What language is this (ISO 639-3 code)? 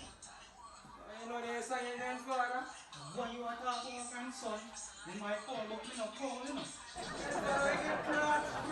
jam